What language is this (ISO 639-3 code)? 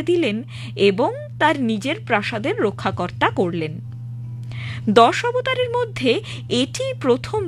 ben